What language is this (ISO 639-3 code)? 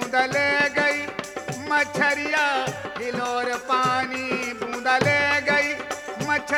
bho